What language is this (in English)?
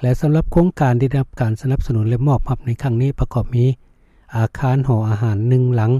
Lao